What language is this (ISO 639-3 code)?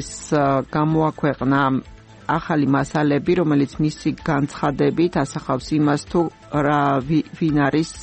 kat